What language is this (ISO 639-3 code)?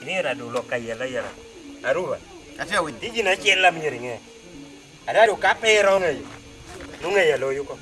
laj